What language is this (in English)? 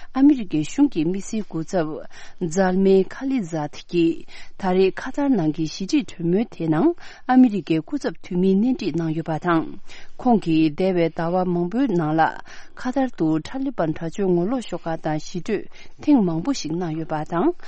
Tibetan